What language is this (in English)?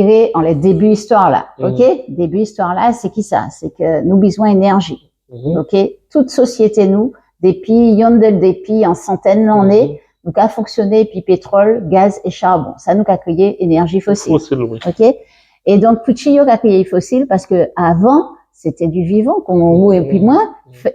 Guadeloupean Creole French